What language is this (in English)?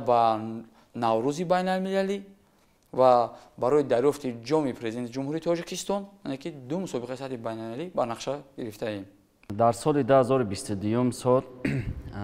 Tajik